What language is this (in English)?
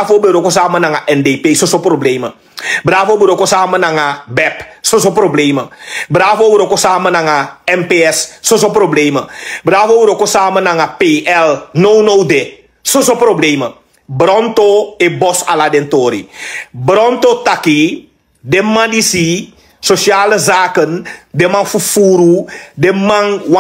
Sranan Tongo